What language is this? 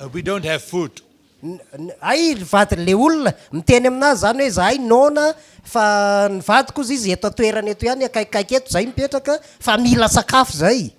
Malagasy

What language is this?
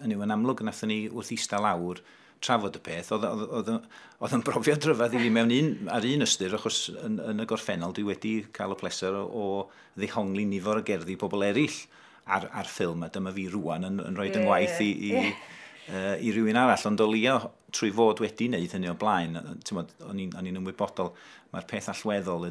Welsh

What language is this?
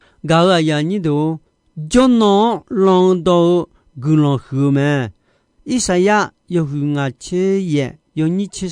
Akha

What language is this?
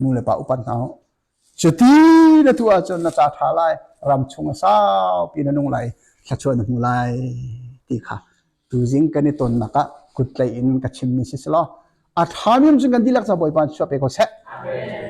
Hakha Chin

